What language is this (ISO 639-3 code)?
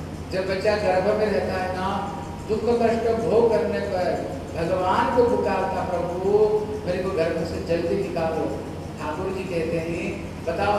hin